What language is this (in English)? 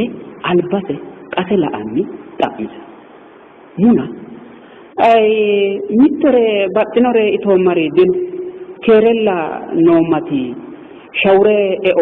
Sidamo